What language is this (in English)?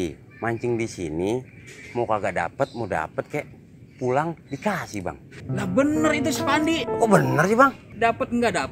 Betawi